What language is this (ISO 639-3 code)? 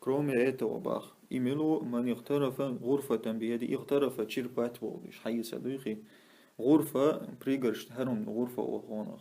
che